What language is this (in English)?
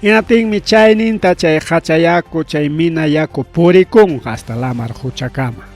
Ayacucho Quechua